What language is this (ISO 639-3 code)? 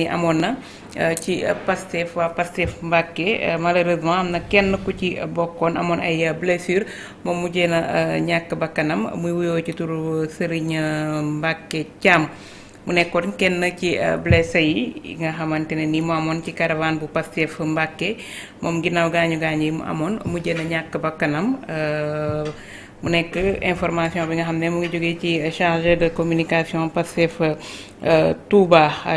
wol